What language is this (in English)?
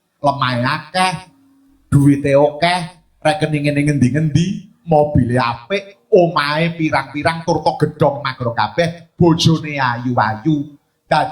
Javanese